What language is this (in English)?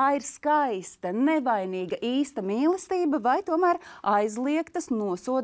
Latvian